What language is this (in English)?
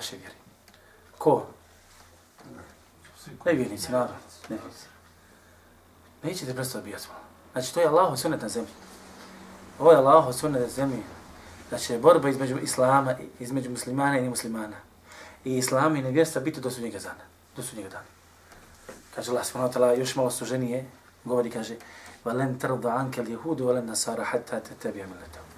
Bosnian